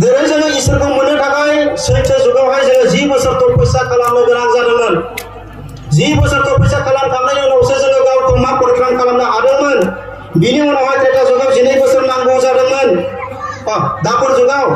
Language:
Bodo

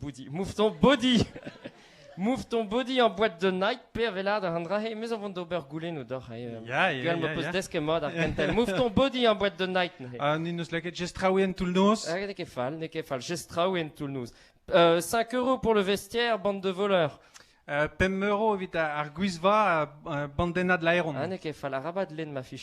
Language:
Breton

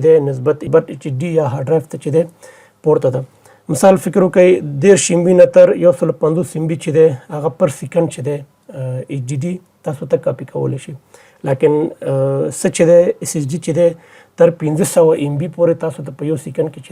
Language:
Pashto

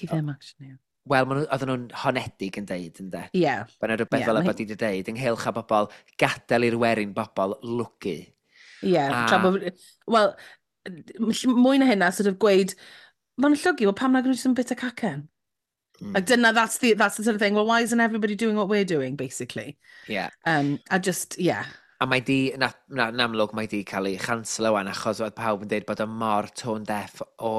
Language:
Welsh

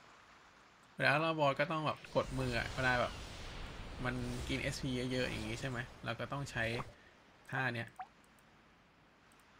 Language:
Thai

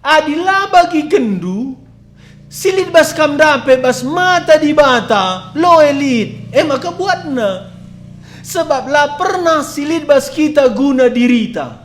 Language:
Batak Karo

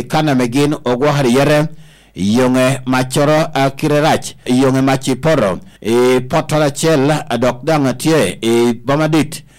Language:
Lango (Uganda)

